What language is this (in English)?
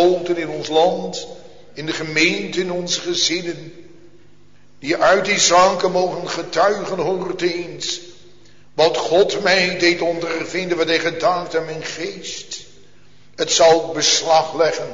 Dutch